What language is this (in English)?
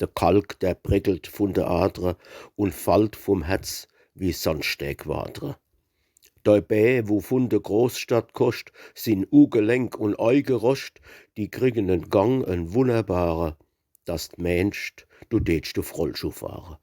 Palatine German